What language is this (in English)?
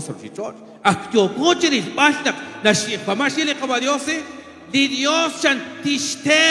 Kekchí